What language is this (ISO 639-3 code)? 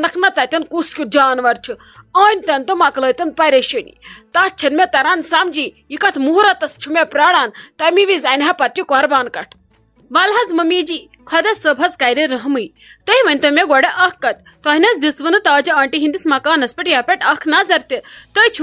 kas